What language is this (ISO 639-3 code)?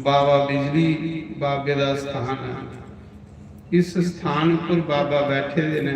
doi